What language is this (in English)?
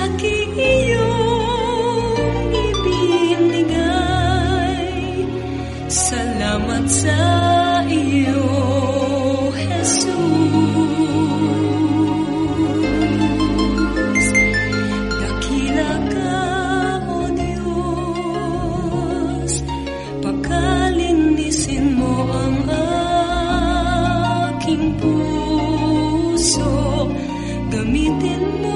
Filipino